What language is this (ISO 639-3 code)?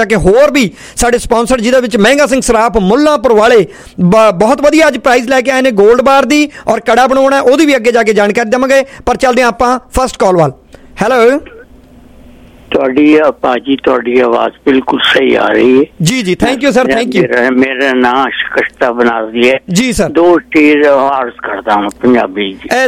pan